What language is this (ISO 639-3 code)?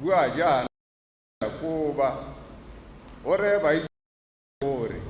tsn